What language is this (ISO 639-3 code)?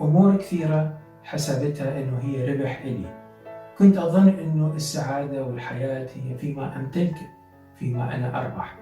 acm